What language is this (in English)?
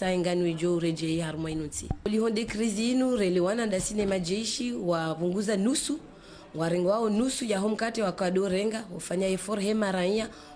Ngazidja Comorian